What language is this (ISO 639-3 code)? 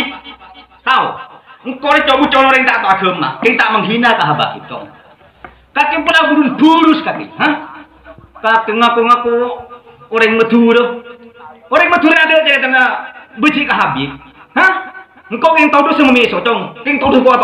mad